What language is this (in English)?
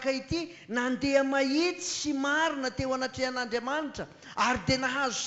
Malagasy